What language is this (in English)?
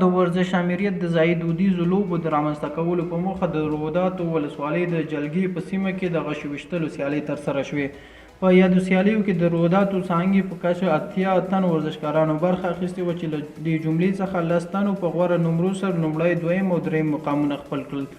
Pashto